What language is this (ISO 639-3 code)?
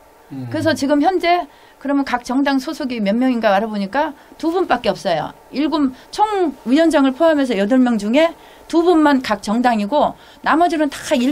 kor